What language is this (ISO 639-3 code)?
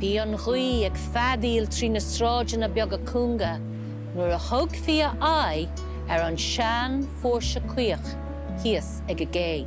gle